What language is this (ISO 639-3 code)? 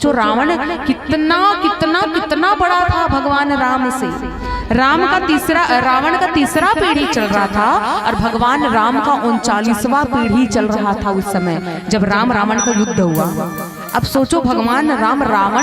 hne